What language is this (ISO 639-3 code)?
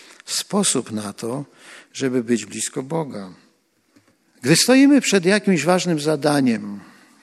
pol